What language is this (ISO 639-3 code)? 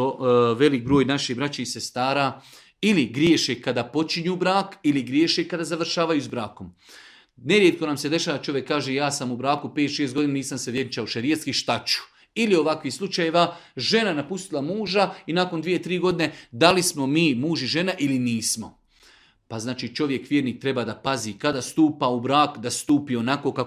bos